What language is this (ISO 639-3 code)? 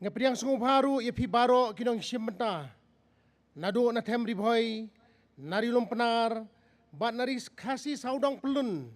kha